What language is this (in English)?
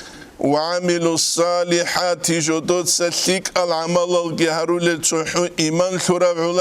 Avaric